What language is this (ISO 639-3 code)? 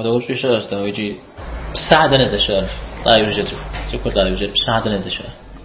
kbd